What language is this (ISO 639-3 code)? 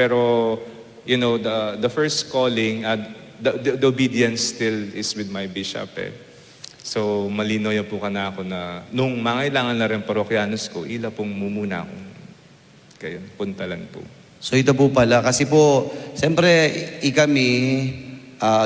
pam